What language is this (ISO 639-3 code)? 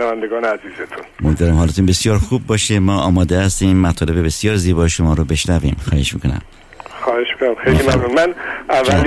fas